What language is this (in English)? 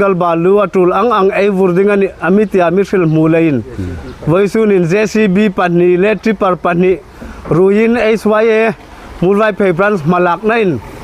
Hmar